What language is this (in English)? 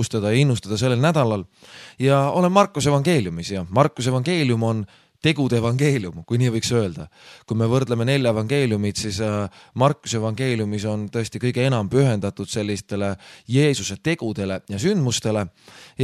Estonian